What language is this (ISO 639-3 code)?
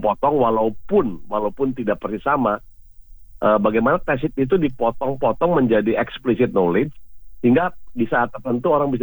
ind